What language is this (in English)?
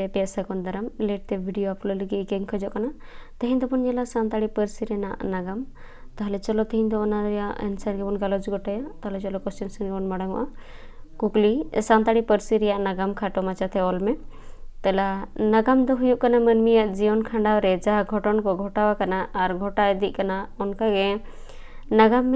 Santali